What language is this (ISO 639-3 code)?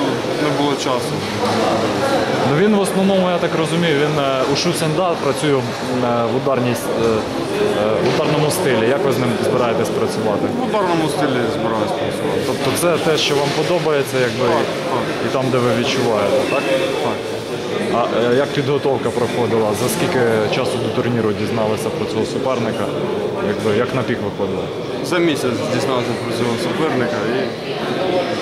ukr